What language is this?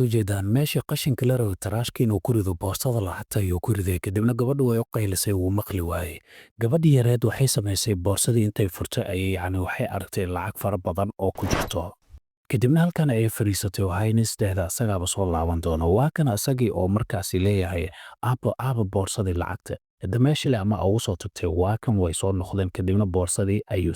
Somali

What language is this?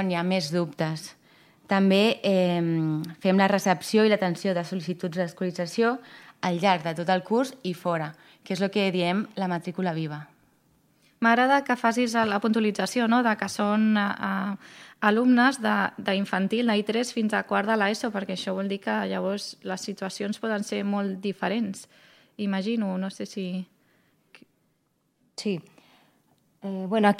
Catalan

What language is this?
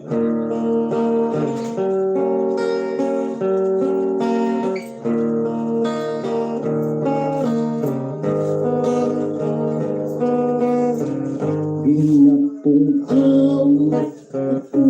Hiligaynon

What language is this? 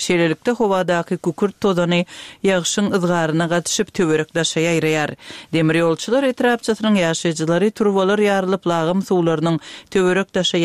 Turkmen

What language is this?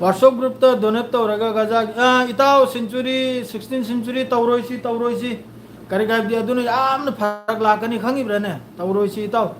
Manipuri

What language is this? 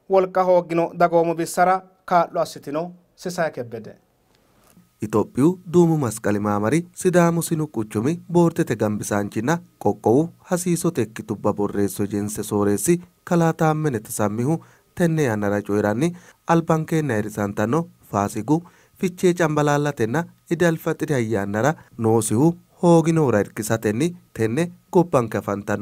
Sidamo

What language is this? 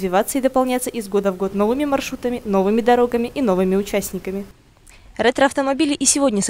Russian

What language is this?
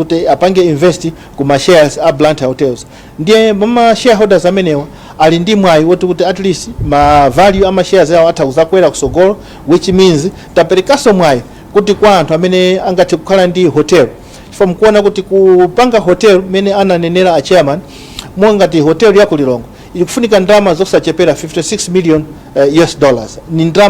Nyanja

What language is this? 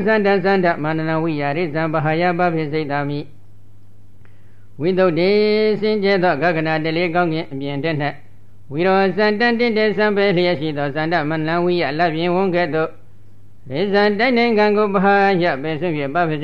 Burmese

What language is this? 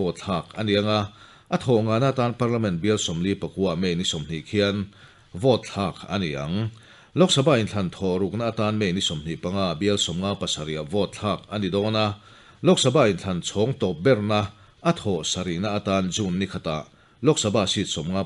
Mizo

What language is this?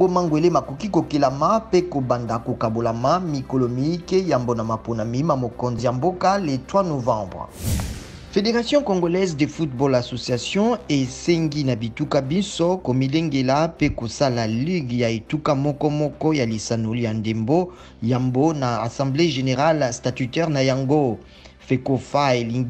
Lingala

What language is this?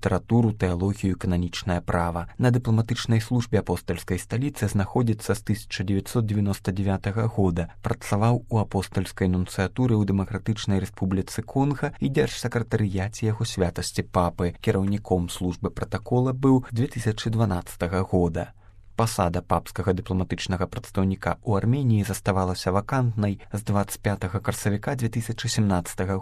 Belarusian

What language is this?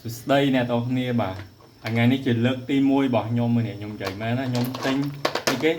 Khmer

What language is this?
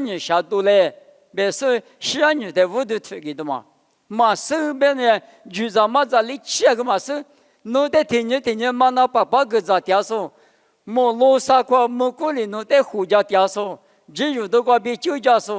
Lisu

